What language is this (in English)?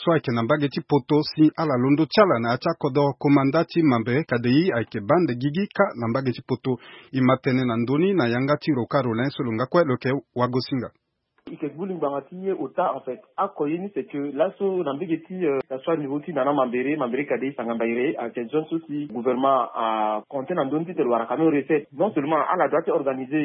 Sango